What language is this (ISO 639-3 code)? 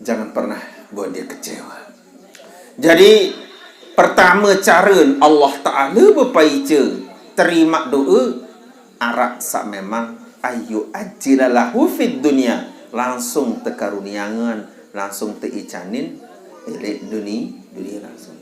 sas